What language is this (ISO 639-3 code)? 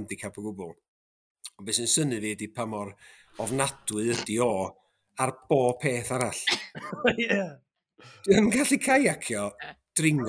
cym